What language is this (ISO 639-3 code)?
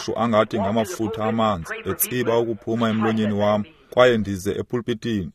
xho